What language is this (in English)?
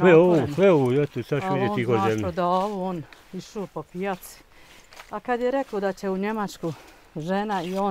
Bosnian